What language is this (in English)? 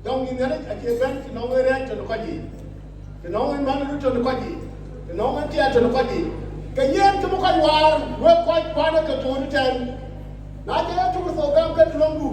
Dinka